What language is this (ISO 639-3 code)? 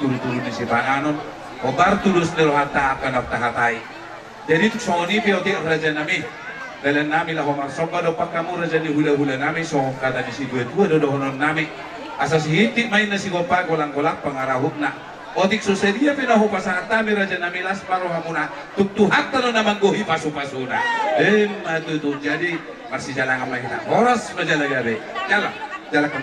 bbc